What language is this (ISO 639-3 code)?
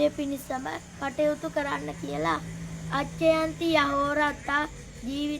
sin